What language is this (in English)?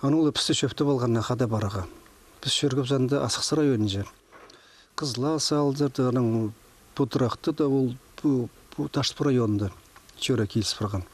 Khakas